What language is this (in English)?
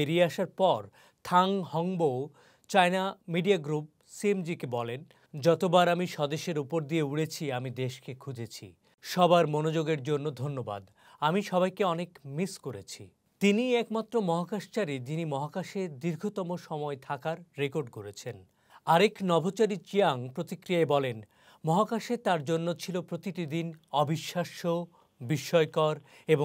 Bangla